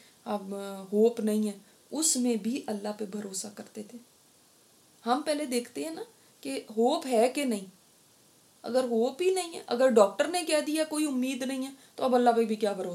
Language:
Urdu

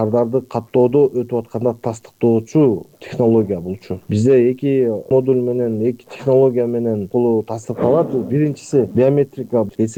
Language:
Kyrgyz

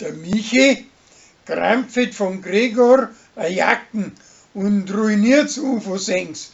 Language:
Bavarian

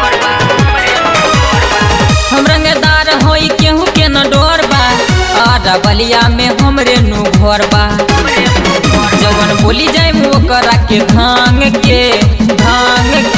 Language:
Bhojpuri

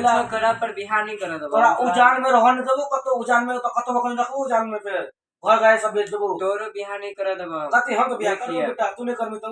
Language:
Maithili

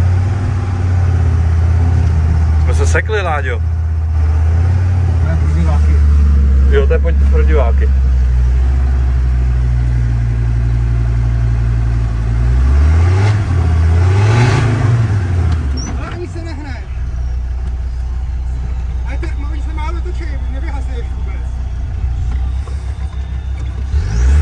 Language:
Czech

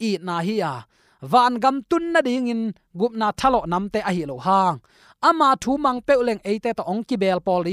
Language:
Tedim Chin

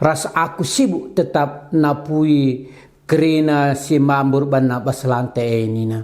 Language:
Batak Karo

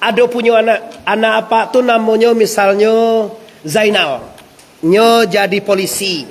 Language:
Minangkabau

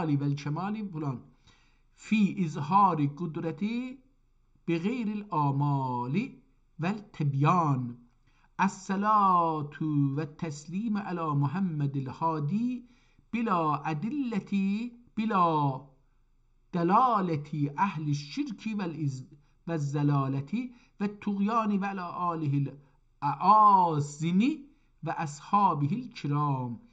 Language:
South Azerbaijani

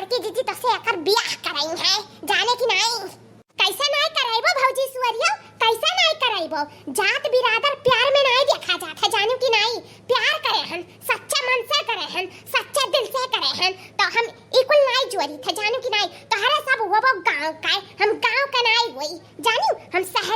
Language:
Awadhi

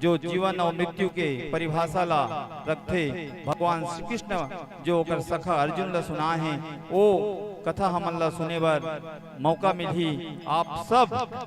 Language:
Chhattisgarhi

